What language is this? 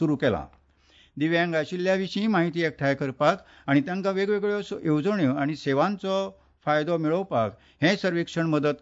Konkani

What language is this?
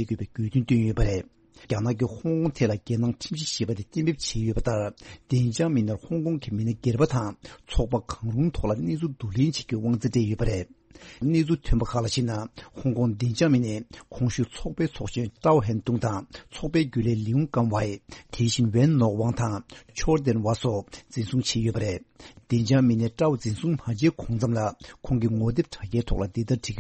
Tibetan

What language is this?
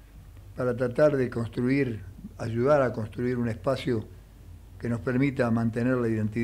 Spanish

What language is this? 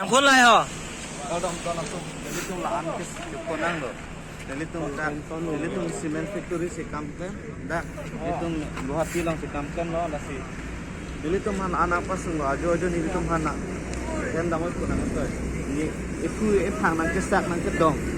Karbi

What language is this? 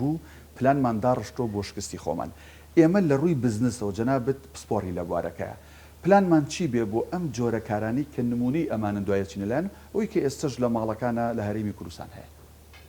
Central Kurdish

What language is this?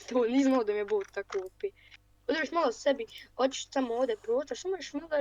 Bosnian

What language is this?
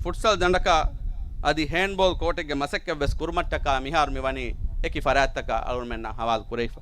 Divehi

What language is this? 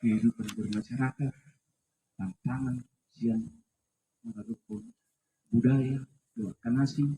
Batak Toba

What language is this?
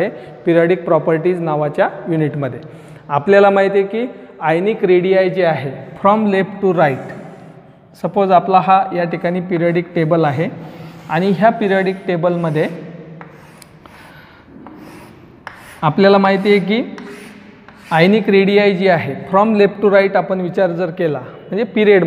Marathi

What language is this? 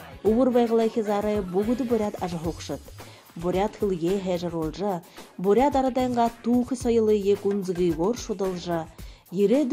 Buriat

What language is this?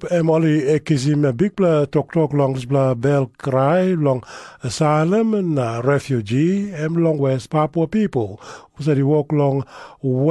Tok Pisin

